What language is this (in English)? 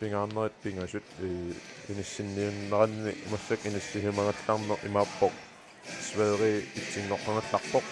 Kalaallisut